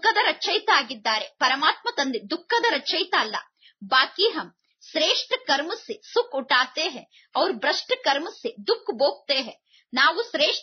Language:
Kannada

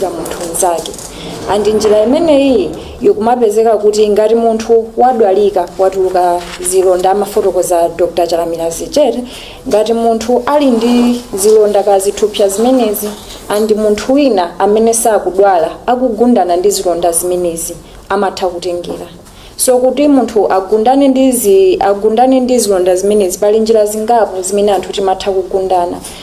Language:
Nyanja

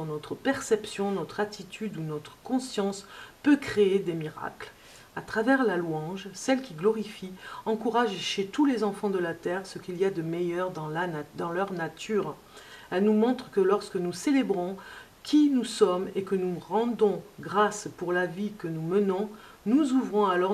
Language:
French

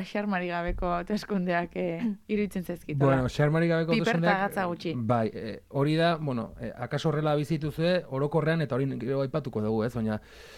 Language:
Basque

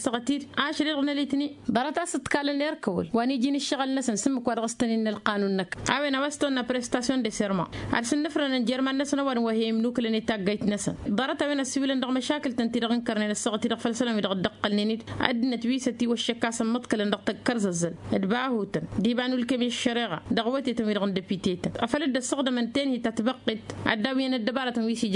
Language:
Tamasheq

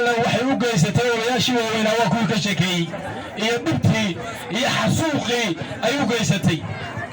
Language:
Somali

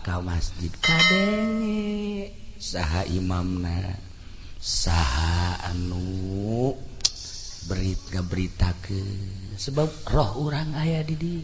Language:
Sundanese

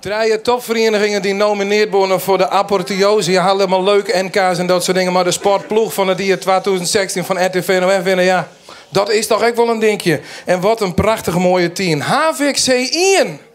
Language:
Western Frisian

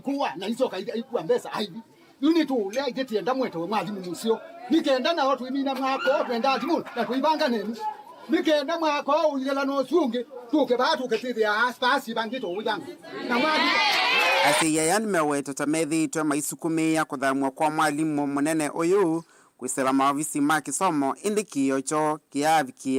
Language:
Kamba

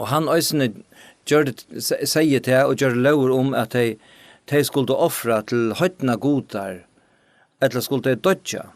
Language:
Faroese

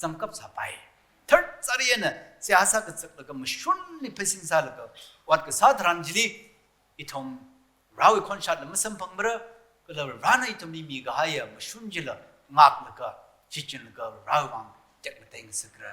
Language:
Tangkhul Naga (India)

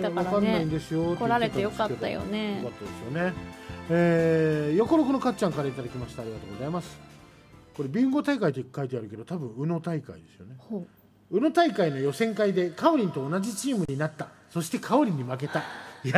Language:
Japanese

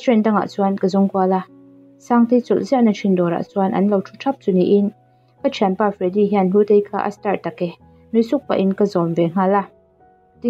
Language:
Mizo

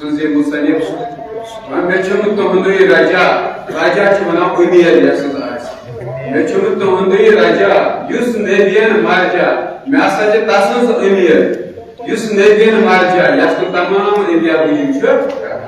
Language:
Kashmiri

